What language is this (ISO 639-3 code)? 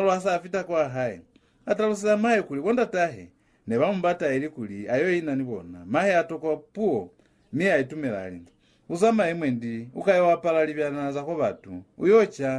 loz